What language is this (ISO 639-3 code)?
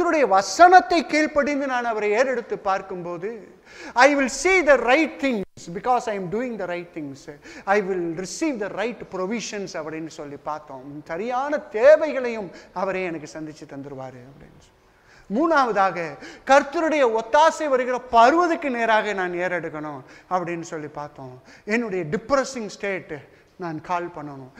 tam